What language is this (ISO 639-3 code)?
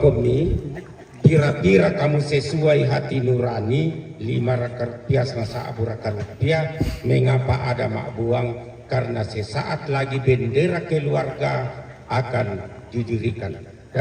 sda